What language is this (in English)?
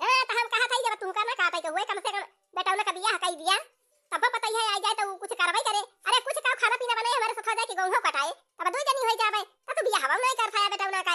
Awadhi